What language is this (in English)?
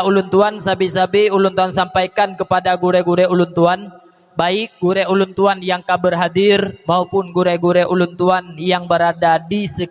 Achinese